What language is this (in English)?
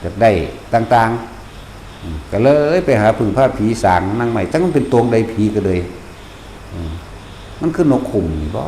Northeastern Thai